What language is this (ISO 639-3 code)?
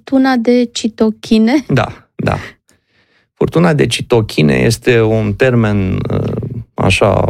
ron